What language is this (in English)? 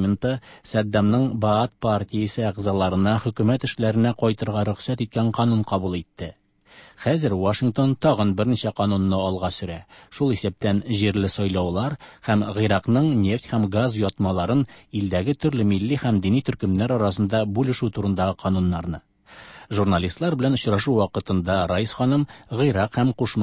Tatar